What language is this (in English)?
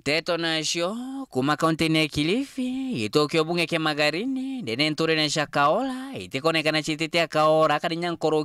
Meru